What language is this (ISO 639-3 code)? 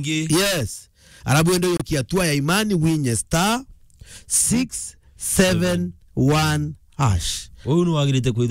mer